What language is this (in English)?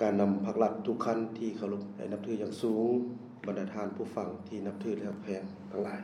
Lao